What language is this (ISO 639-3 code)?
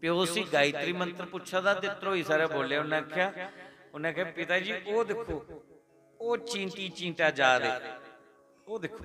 doi